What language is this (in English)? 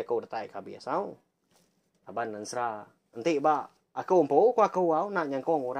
Iban